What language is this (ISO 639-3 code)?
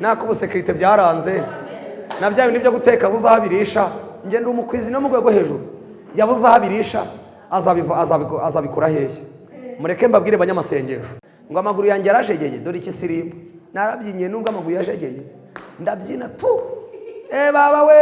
kin